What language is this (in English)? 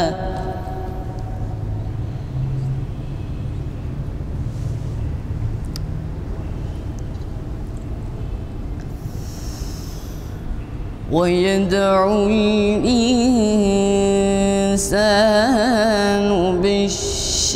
Malay